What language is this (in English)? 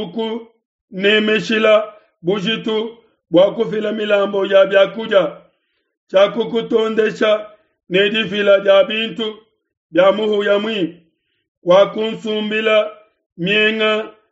Luba-Lulua